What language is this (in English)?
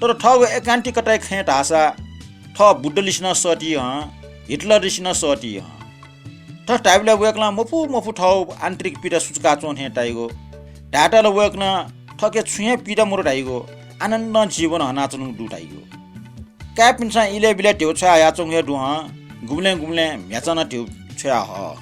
Newari